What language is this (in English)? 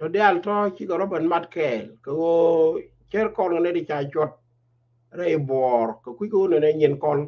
Nuer